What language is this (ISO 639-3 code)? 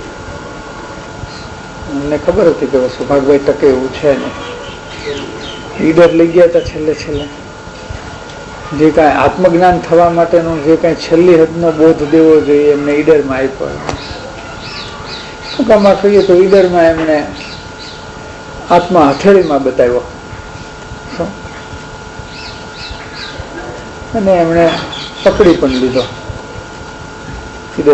guj